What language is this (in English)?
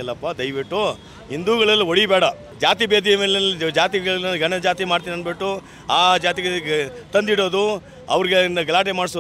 Kannada